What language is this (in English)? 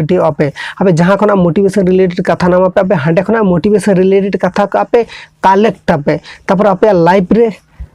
Santali